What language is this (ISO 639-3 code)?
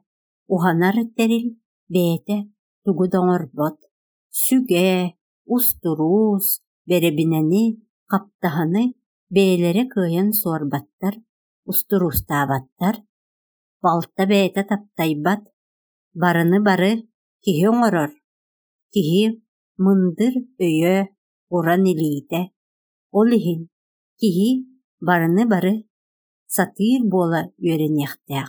sah